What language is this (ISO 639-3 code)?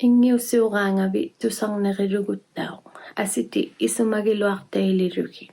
iku